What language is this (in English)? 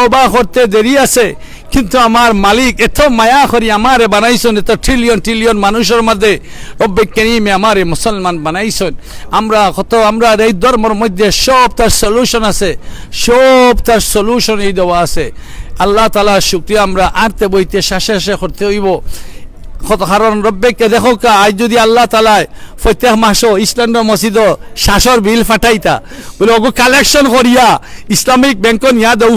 Sylheti